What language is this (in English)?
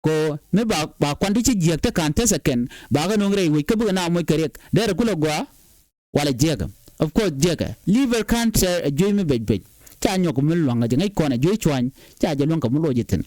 Nuer